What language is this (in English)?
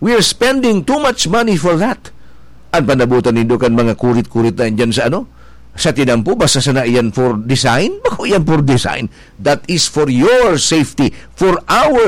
Bikol